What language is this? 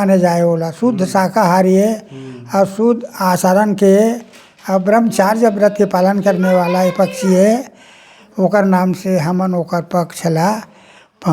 Chhattisgarhi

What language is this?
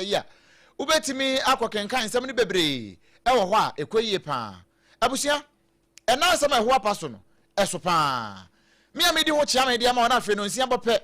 Akan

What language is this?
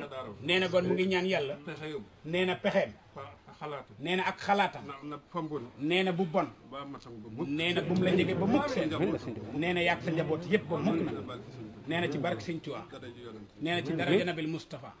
Wolof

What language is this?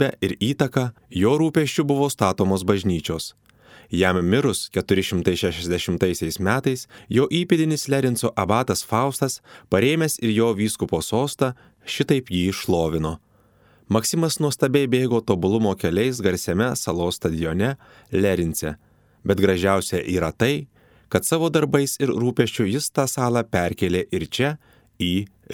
Lithuanian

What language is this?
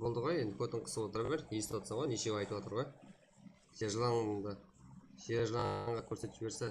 Kara-Kalpak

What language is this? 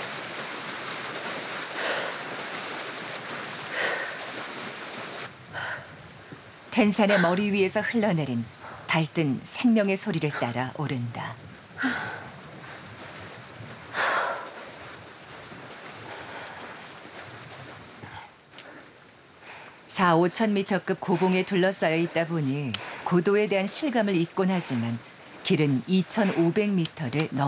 Korean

